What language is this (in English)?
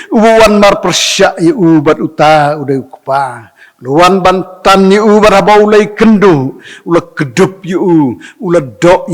Khasi